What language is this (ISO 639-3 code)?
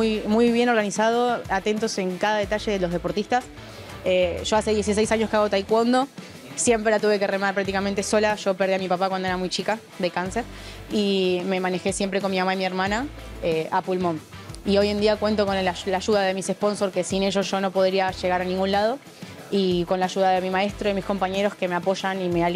spa